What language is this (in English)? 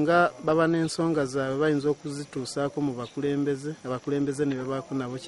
Ganda